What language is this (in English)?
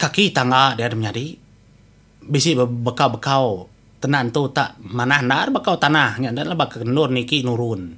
Iban